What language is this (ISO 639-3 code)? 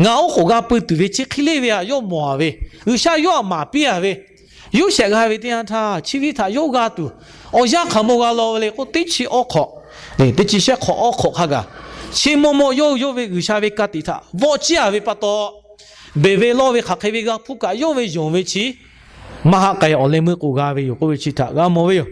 lhu